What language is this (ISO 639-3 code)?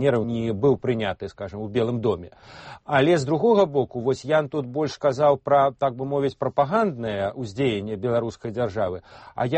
bel